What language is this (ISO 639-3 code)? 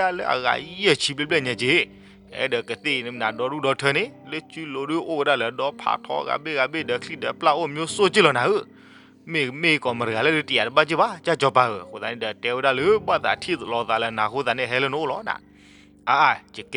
ksw